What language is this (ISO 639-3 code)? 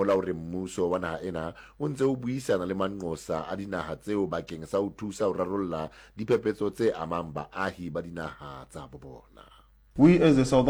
sot